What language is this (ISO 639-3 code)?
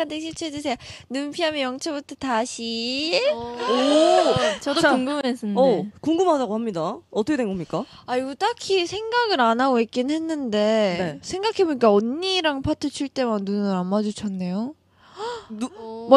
kor